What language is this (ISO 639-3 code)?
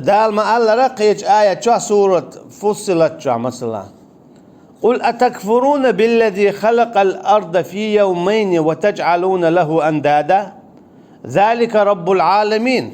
che